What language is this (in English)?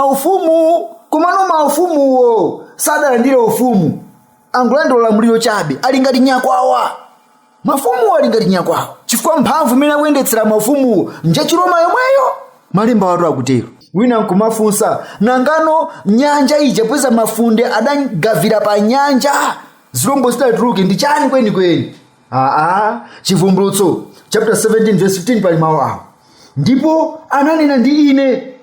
Nyanja